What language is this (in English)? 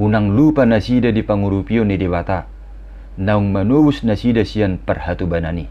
Batak Toba